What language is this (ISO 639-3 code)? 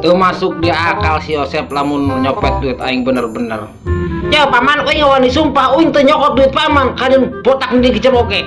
sun